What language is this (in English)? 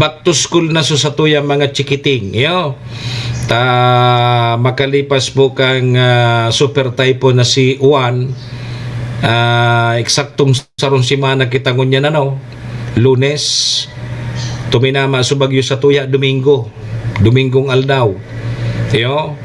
Bikol